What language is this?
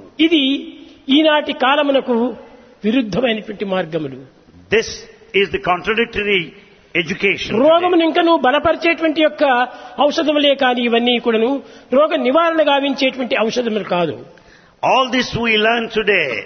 Telugu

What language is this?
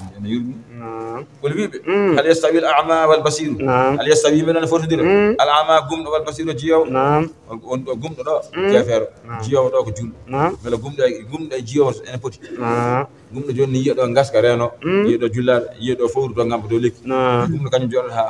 Fula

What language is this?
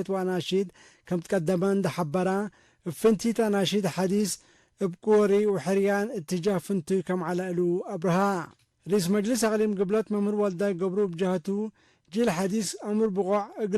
Tigre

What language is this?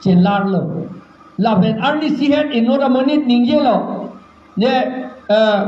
Karbi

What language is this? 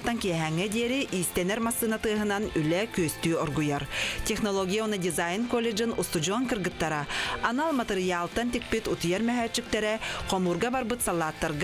Yakut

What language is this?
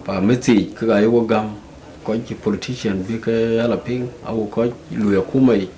Dinka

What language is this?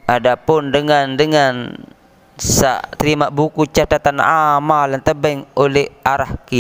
Sasak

